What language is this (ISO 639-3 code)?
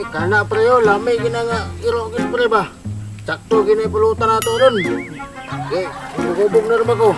ceb